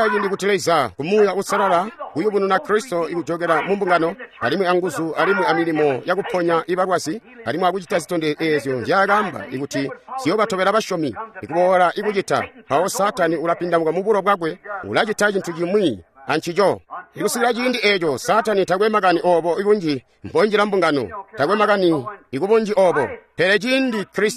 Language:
Tonga (Zambia)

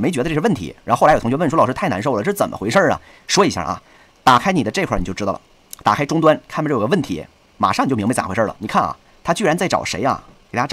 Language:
Chinese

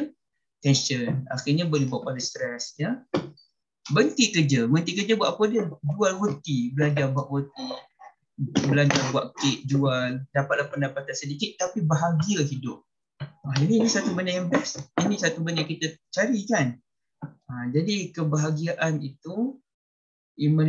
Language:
Malay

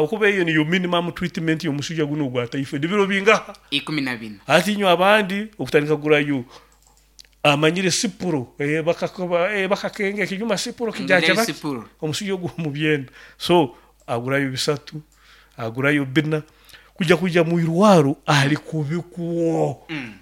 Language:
Nyoro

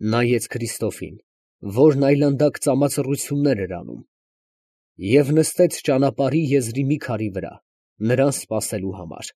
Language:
Armenian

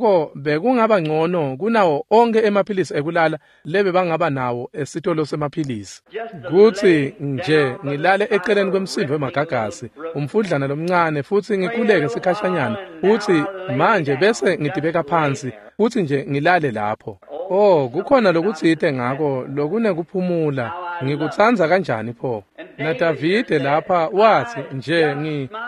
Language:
Swati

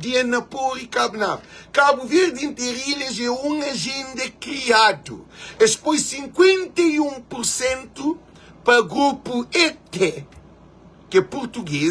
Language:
Kabuverdianu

